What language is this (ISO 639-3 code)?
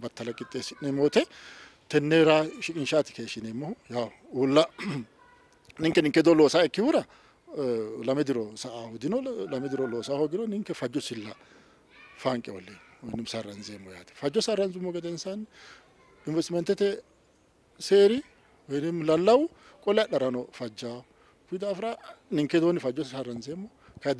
sid